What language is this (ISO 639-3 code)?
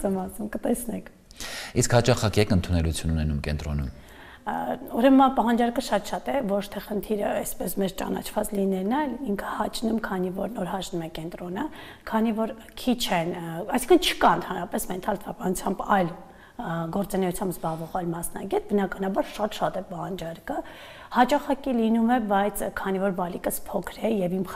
hye